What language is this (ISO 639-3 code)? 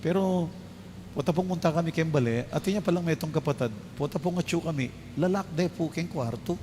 pam